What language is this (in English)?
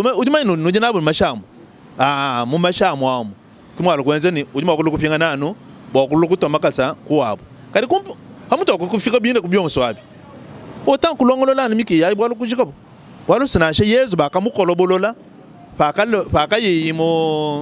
Luba-Lulua